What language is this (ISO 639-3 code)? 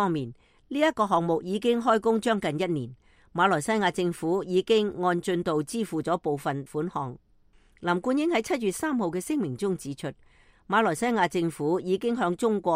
yue